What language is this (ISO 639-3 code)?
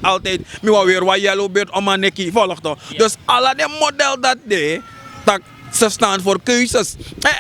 srn